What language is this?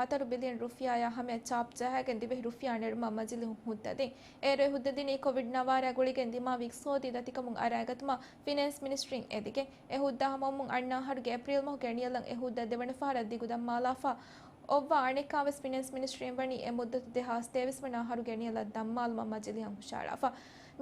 Divehi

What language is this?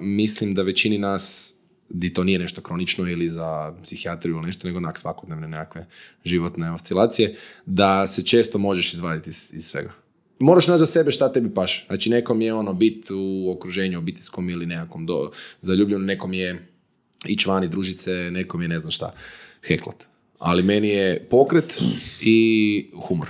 Croatian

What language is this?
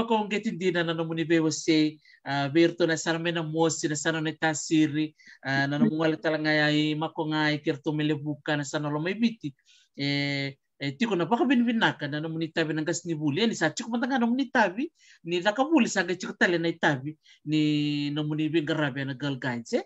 Fijian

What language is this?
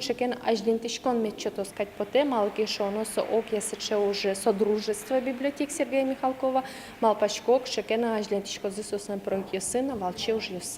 Udmurt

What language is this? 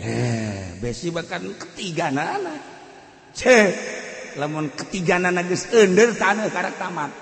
Sundanese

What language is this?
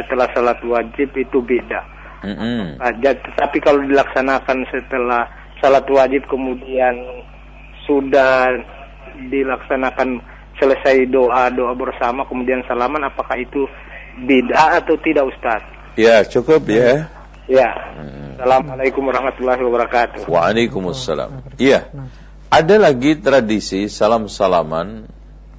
Indonesian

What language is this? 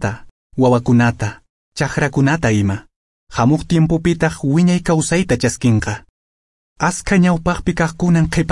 Quechua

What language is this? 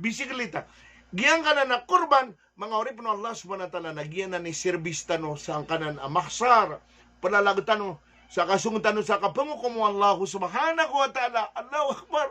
Maranao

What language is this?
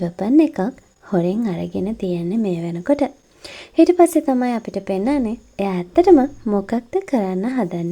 Sinhala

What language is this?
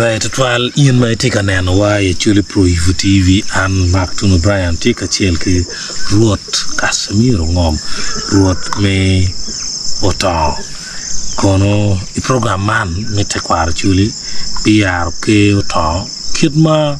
Acoli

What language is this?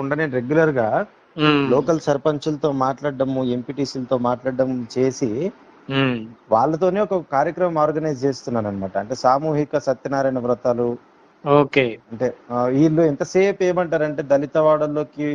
Telugu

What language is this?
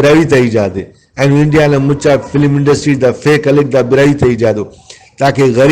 Brahui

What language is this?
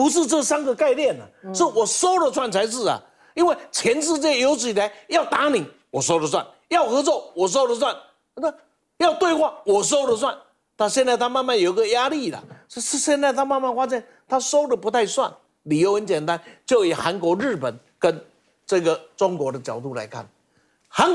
Chinese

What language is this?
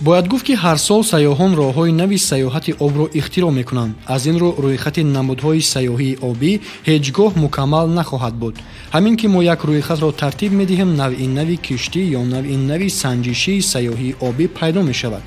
Tajik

